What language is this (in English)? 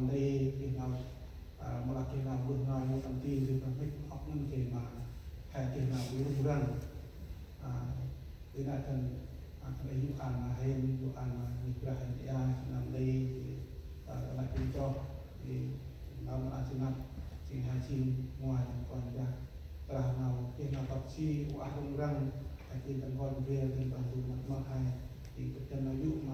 Central Mnong